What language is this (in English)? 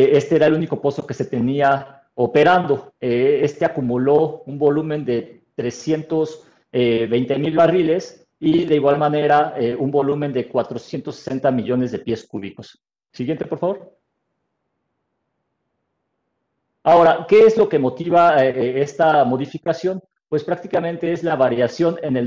Spanish